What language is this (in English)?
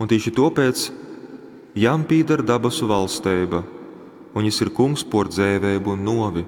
Latgalian